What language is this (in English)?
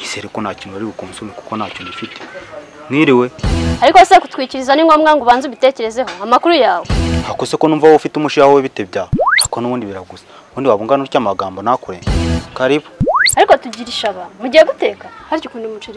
Kinyarwanda